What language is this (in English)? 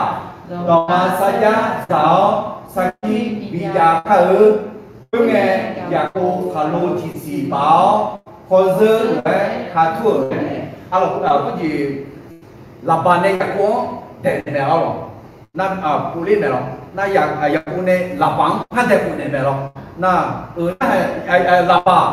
Akha